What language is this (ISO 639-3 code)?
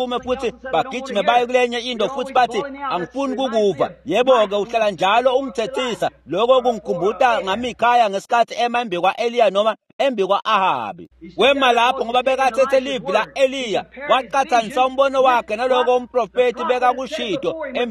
ssw